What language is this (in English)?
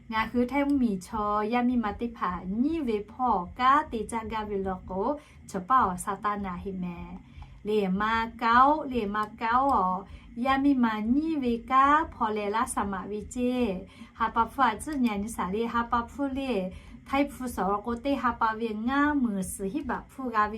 Lahu